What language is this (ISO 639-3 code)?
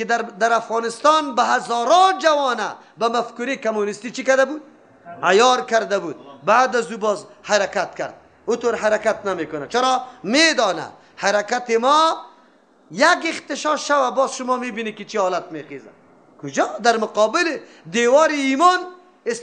fas